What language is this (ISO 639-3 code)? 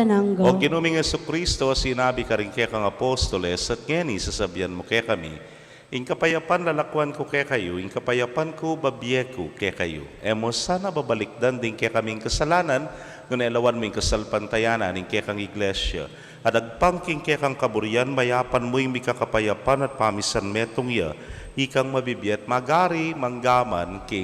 pam